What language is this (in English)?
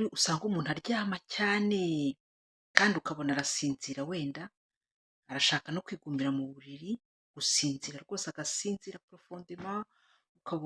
Kinyarwanda